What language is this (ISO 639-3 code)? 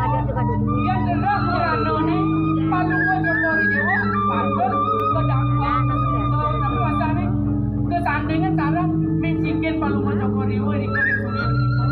ban